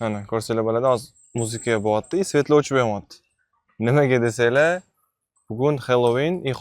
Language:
Uzbek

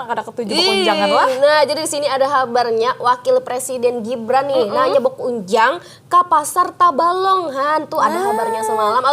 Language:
Banjar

